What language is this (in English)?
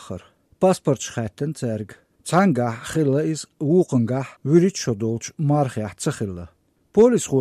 Chechen